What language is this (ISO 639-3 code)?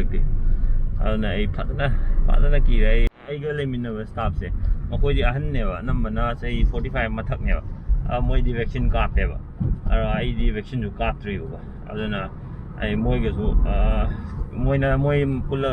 mni